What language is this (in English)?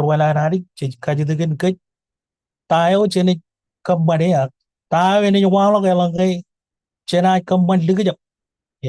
Marshallese